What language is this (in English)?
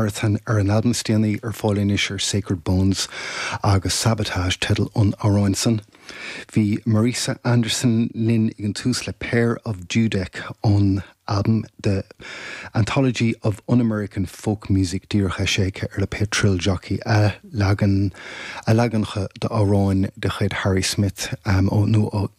Irish